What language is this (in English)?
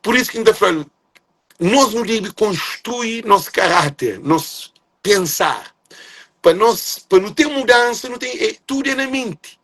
Kabuverdianu